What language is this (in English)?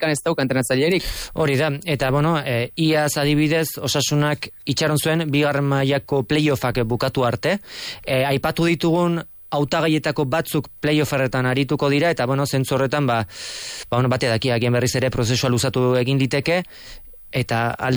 Basque